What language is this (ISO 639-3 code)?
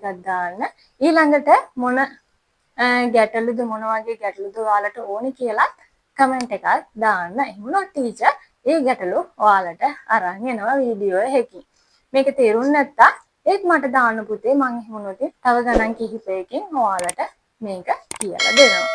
sin